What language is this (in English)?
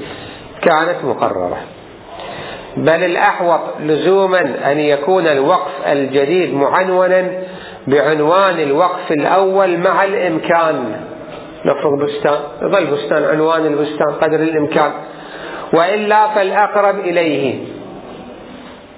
Arabic